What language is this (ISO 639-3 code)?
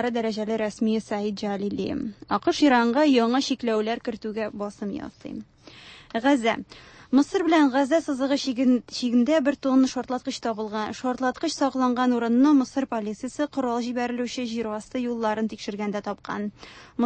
tat